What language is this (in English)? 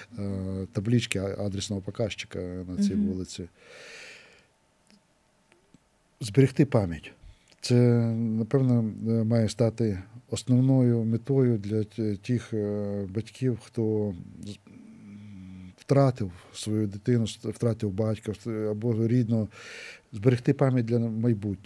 Ukrainian